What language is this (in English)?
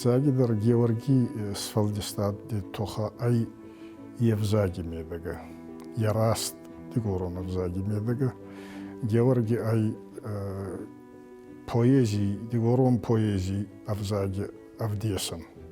Ossetic